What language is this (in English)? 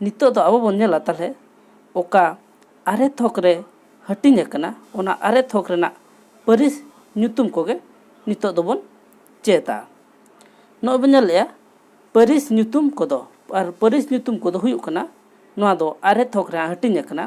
Santali